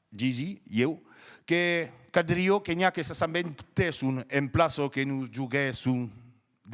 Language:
Occitan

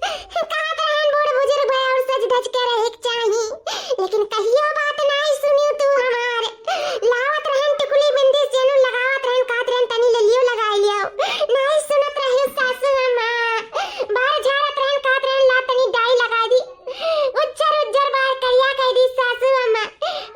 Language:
Awadhi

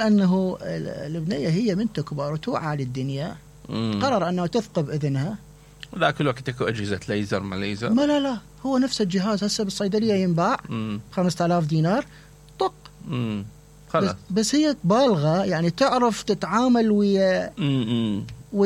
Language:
Mesopotamian Arabic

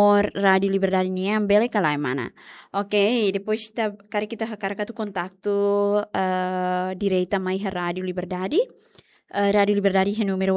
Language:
Tetum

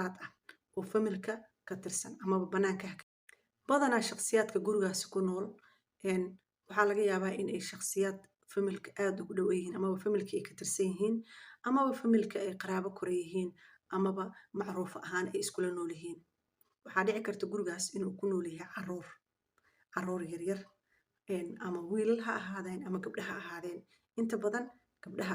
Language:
Somali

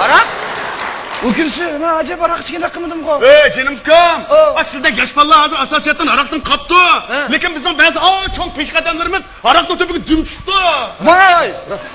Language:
Uyghur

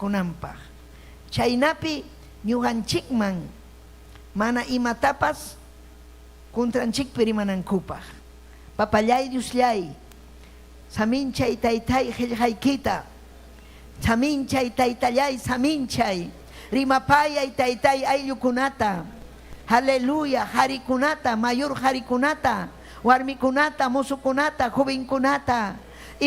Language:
Ayacucho Quechua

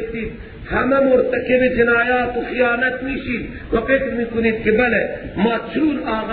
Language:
Persian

